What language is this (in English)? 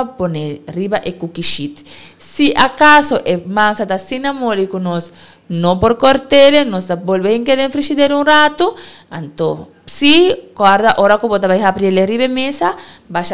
Papiamento